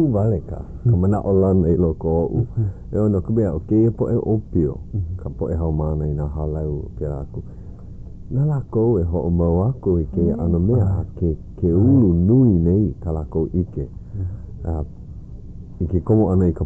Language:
Hawaiian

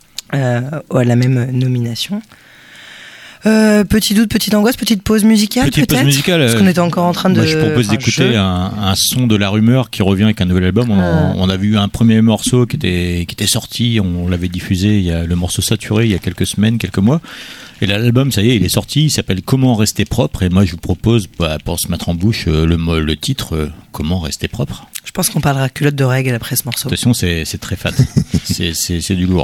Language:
French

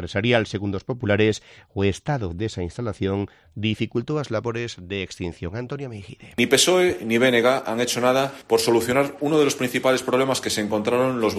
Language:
Galician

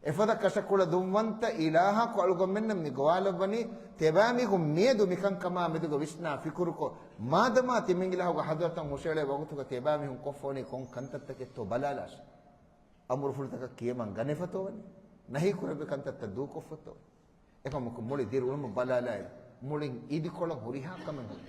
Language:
Divehi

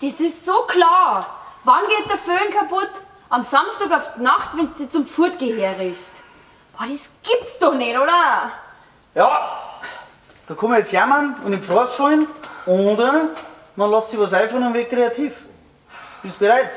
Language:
Bavarian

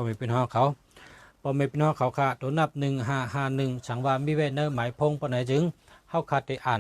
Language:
Shan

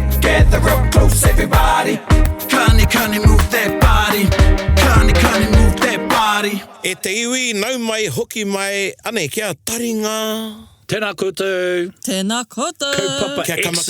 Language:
Māori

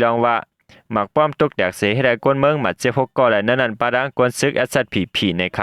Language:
Shan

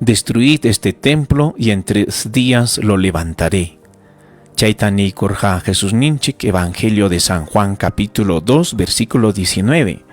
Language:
Ayacucho Quechua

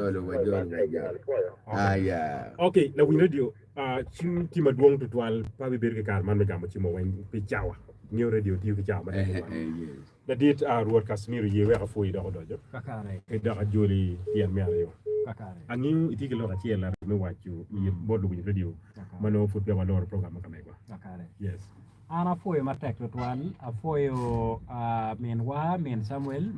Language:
Acoli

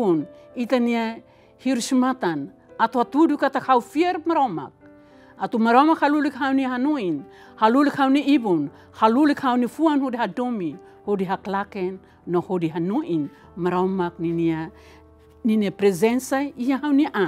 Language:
Tetum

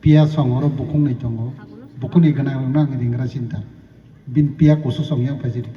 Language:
Kok Borok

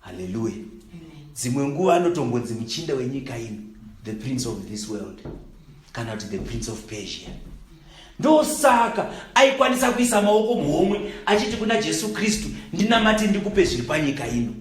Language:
Shona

